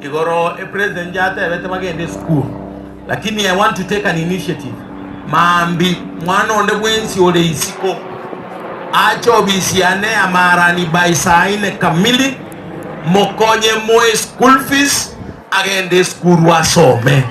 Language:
Gusii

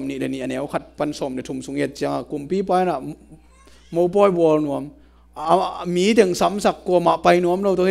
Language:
Tedim Chin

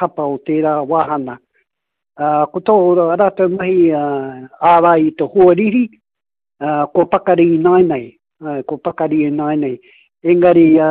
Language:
Māori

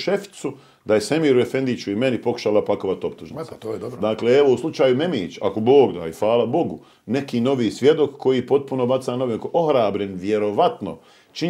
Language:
Bosnian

